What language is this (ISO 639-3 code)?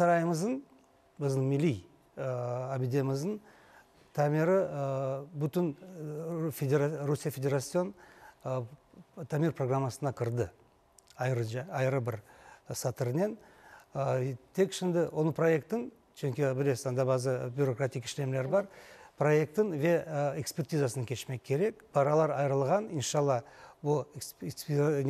crh